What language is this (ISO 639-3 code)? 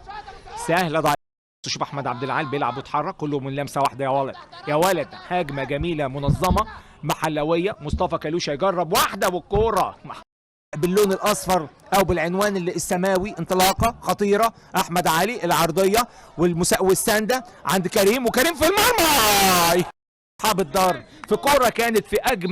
arz